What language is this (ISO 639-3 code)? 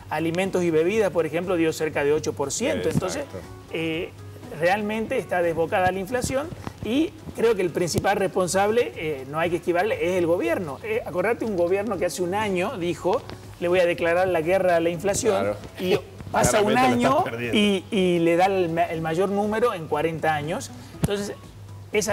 spa